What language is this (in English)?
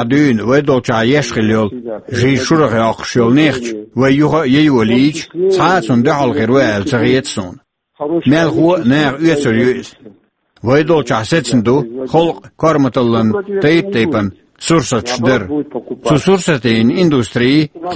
Chechen